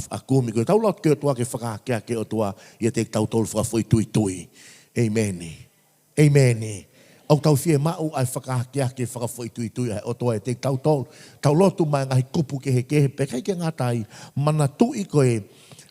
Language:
Tongan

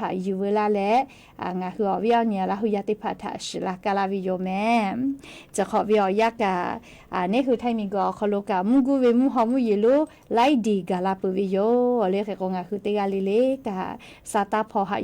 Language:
Lahu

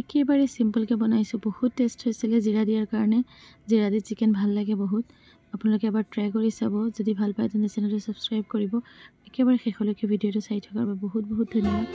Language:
Assamese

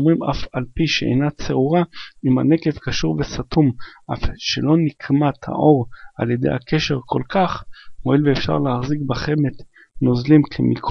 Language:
Hebrew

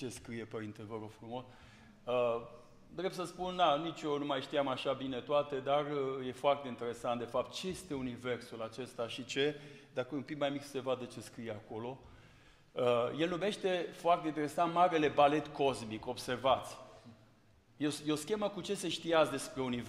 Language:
Romanian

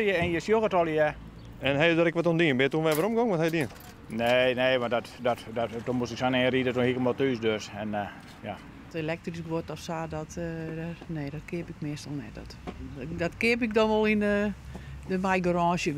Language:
Western Frisian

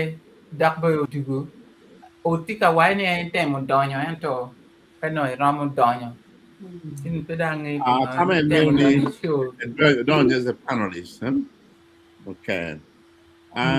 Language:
Acoli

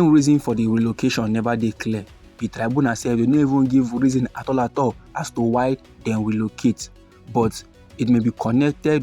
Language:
Nigerian Pidgin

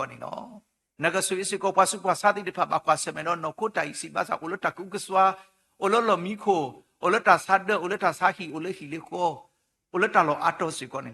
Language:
S'gaw Karen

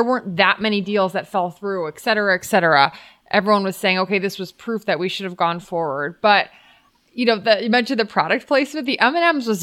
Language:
English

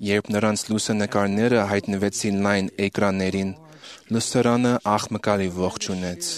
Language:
Armenian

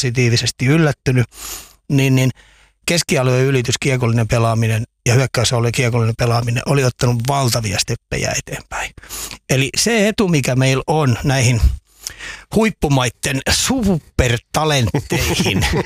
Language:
Finnish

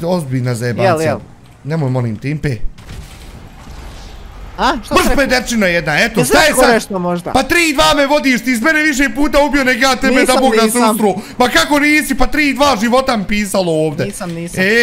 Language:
Bosnian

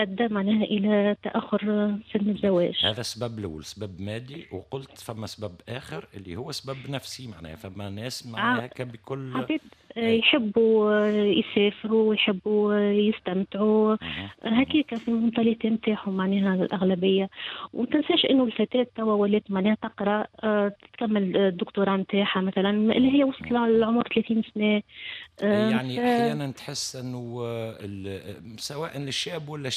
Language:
Tunisian Arabic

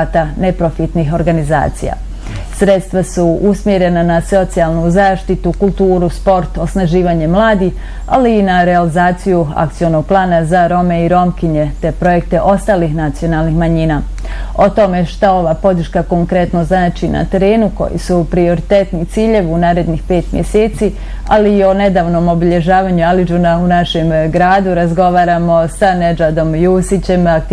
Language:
Bosnian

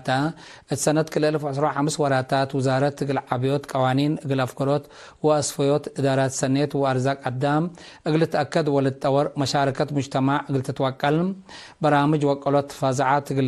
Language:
Tigre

